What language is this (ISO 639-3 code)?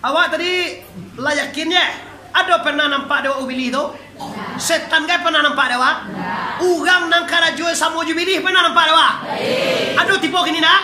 min